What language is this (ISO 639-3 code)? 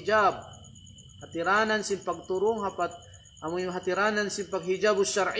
tsg